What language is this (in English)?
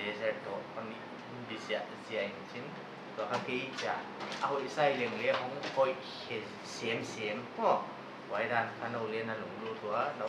Paite Chin